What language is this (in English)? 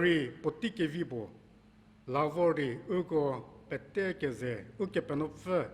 Angami Naga